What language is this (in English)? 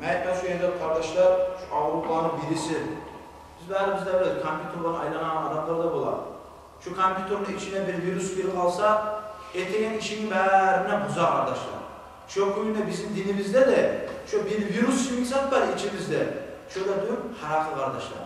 Kumyk